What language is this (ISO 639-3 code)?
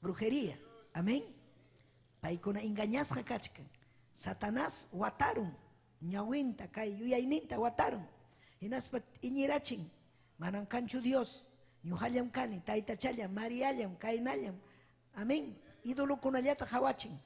quy